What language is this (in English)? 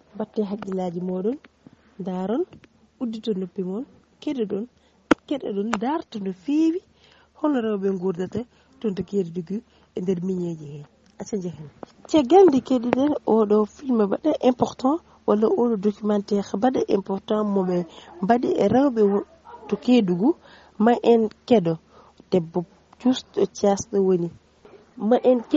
Fula